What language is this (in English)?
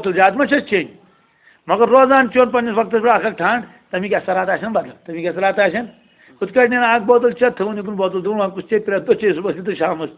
Kashmiri